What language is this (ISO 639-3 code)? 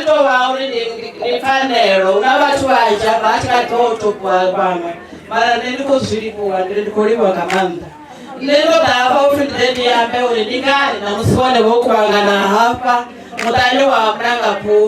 ven